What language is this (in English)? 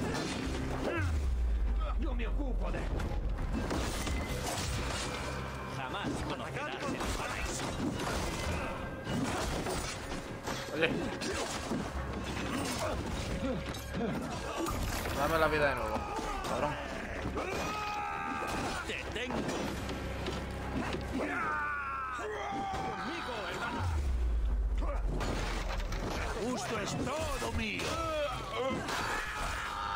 Spanish